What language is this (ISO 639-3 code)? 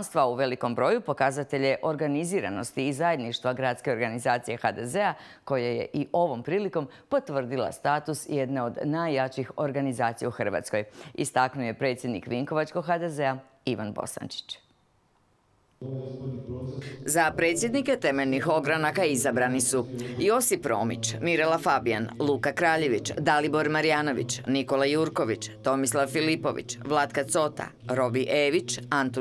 hrv